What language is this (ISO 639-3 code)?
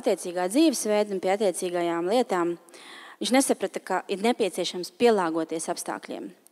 lav